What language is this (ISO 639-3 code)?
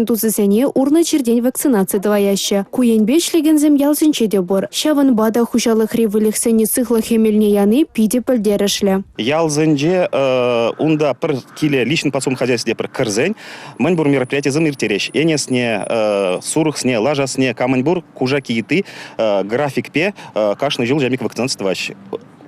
chv